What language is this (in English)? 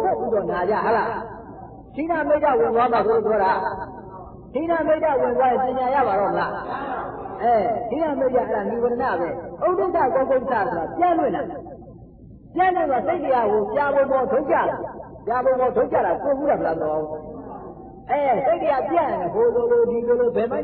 Burmese